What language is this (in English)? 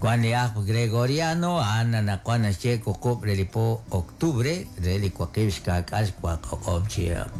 Kekchí